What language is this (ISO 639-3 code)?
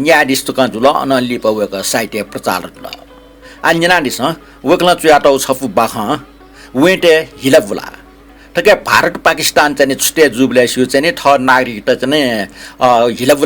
new